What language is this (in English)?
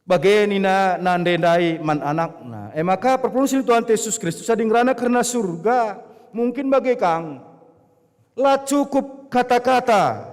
Batak Karo